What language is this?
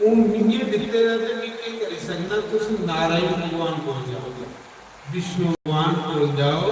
Dogri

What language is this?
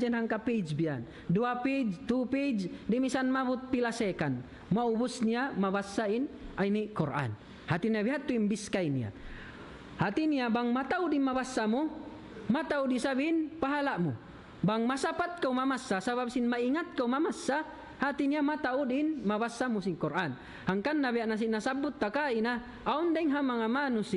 Tausug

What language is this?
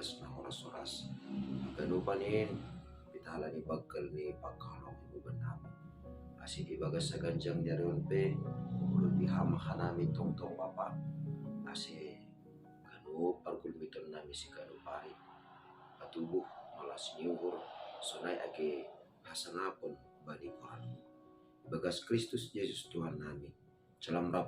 Batak Simalungun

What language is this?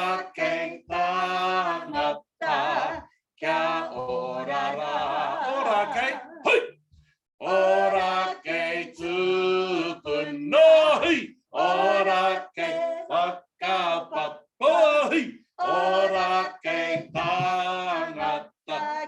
Māori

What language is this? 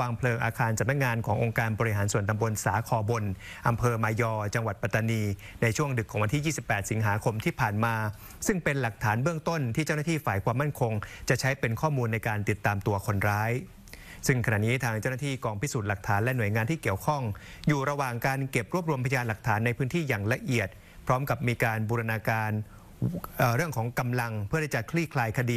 Thai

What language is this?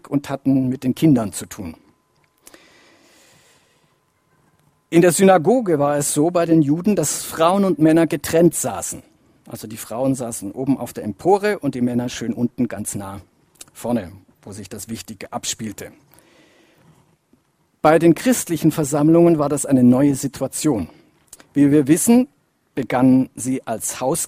German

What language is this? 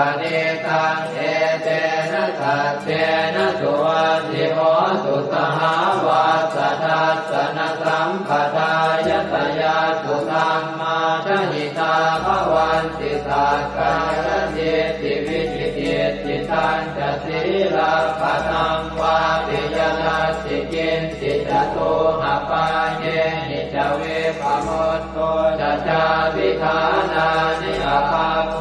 Pali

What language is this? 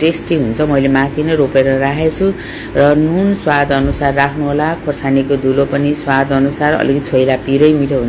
Nepali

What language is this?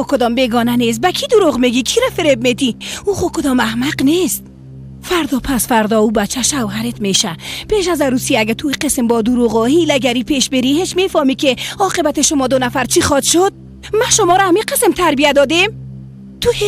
Persian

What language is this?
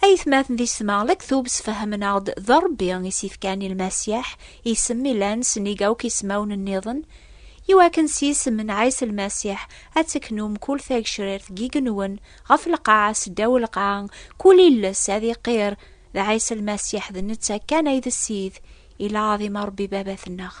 Kabyle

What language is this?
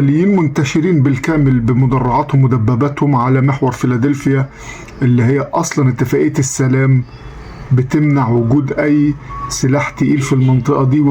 Egyptian Arabic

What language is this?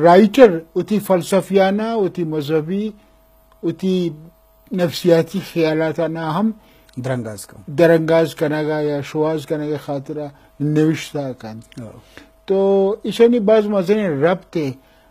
Eastern Balochi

